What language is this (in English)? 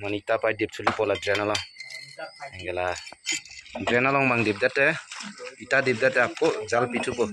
Karbi